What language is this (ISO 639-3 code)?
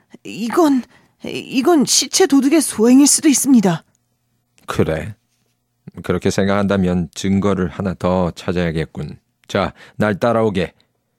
kor